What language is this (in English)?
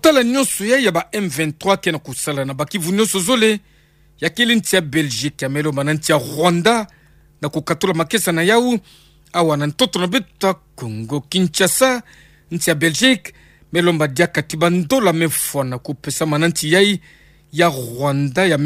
Kituba (Democratic Republic of Congo)